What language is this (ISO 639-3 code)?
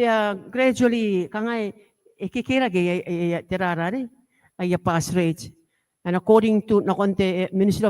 gil